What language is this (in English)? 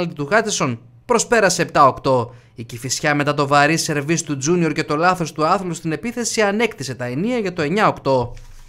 Greek